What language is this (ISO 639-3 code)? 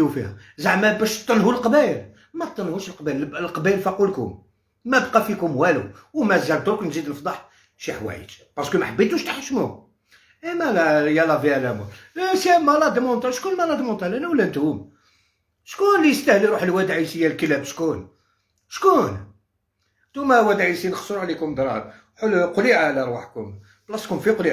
arq